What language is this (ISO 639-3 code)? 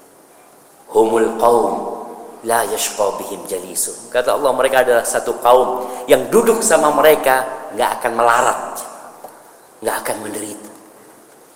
ind